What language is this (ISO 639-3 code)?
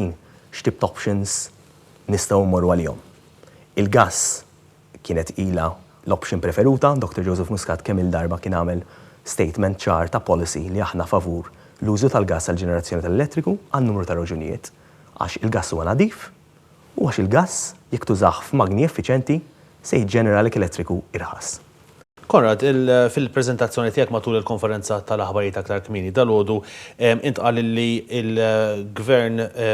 mlt